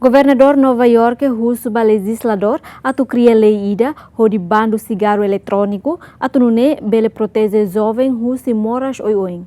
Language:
Tetum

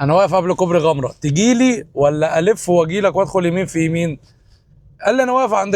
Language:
Egyptian Arabic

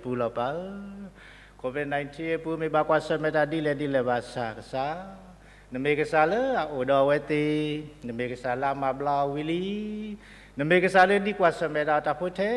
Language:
S'gaw Karen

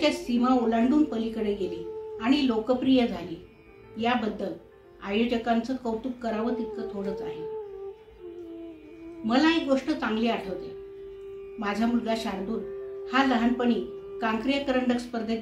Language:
Marathi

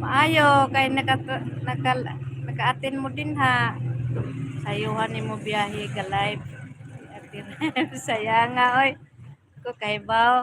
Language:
Cebuano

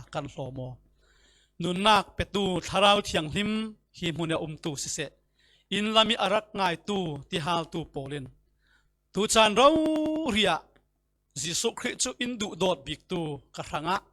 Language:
Falam Chin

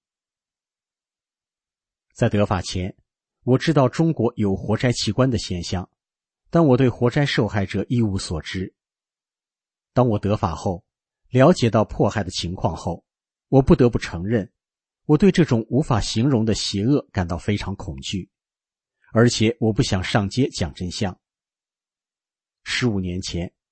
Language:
Chinese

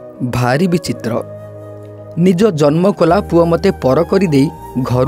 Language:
Odia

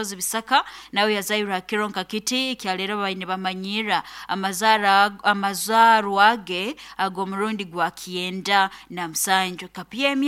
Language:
Nyoro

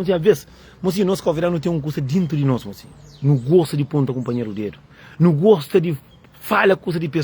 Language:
Kabuverdianu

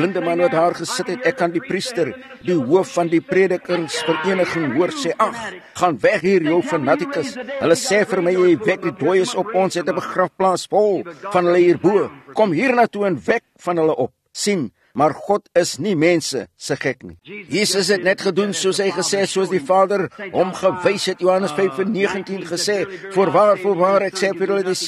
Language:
Afrikaans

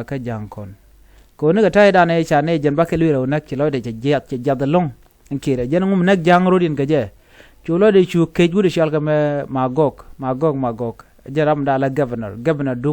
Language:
Nuer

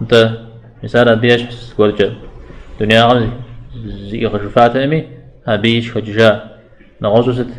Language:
Kabardian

